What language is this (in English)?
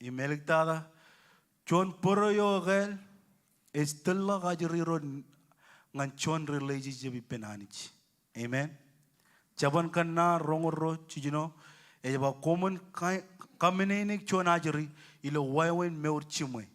Marshallese